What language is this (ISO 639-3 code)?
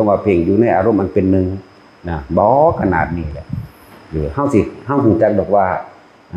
tts